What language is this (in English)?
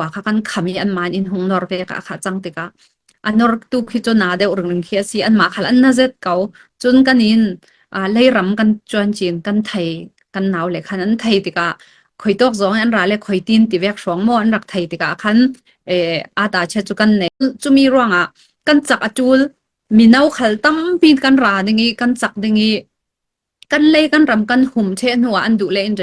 Falam Chin